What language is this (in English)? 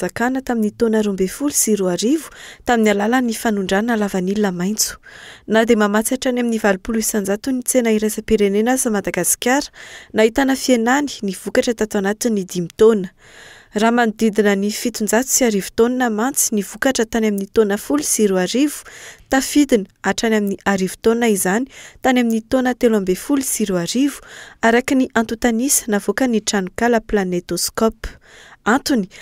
Malagasy